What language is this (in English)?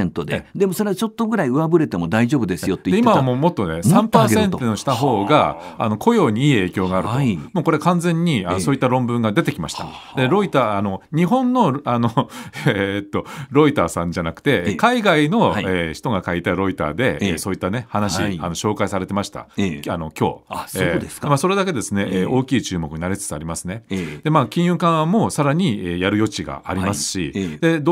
Japanese